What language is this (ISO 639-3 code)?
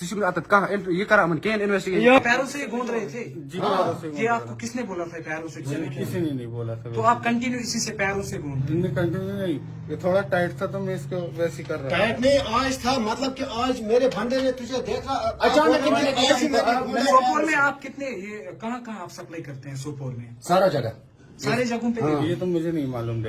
kas